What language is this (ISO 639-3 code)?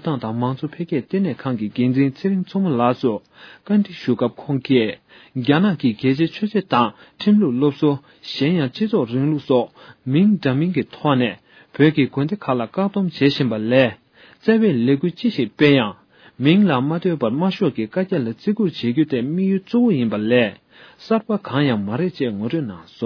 bod